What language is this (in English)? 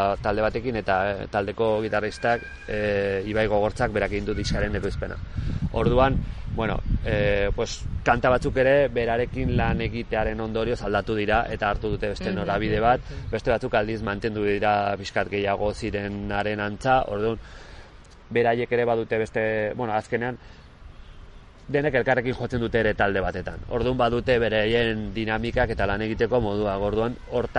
Basque